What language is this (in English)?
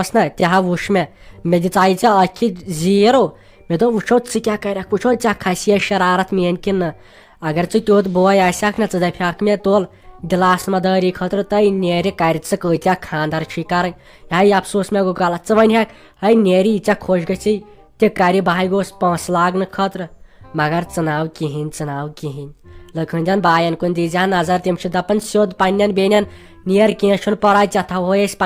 Kashmiri